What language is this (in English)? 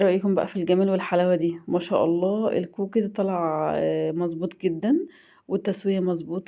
Egyptian Arabic